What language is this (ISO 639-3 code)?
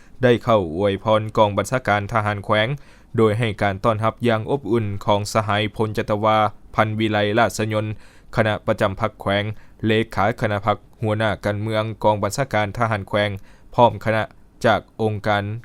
lao